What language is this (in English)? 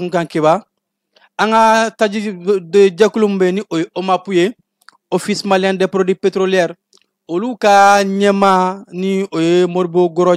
Bambara